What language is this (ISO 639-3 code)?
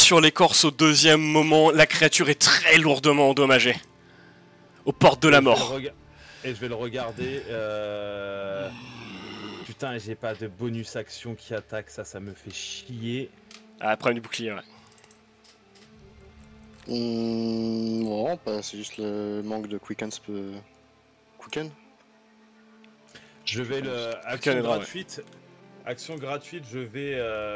fra